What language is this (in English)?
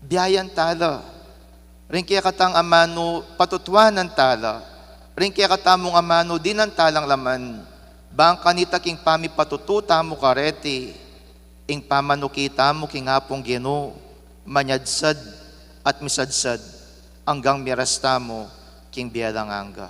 Pampanga